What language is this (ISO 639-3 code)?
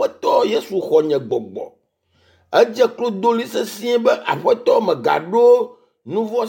ewe